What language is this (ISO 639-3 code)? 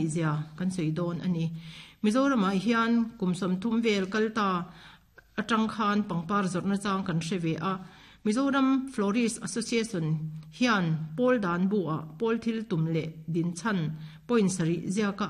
lus